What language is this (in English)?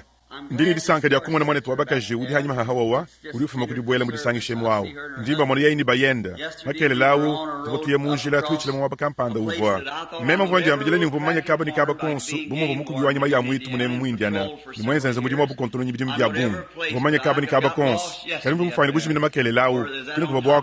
Luba-Lulua